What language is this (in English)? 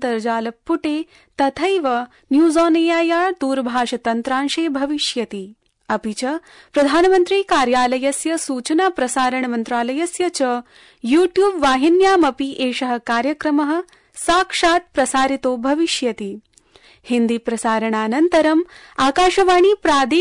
Sanskrit